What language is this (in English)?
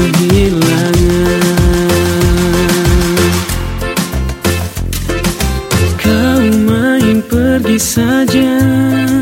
Indonesian